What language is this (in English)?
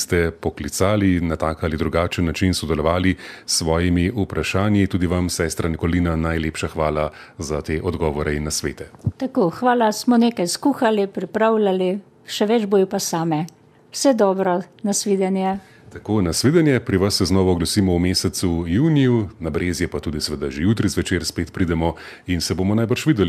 Slovenian